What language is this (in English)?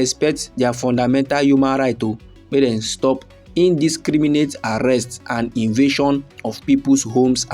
Nigerian Pidgin